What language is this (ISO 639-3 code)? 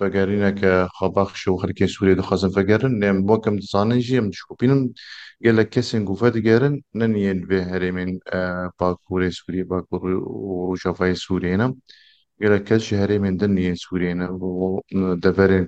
kur